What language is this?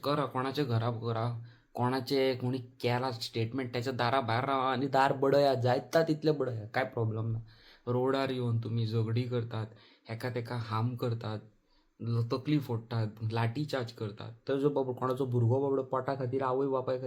Konkani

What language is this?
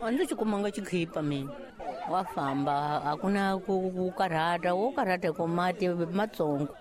Tsonga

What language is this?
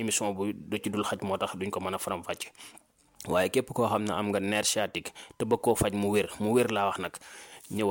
Wolof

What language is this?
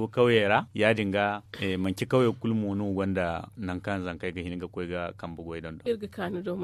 Zarma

